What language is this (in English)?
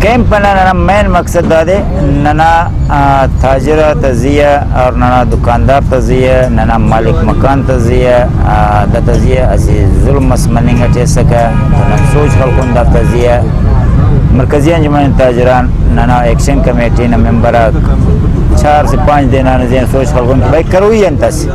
Brahui